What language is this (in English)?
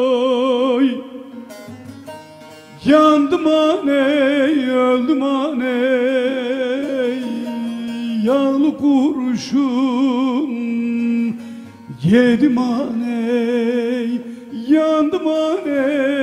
Turkish